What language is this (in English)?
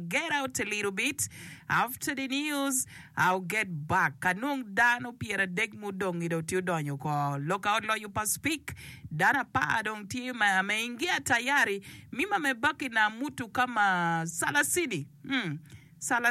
Acoli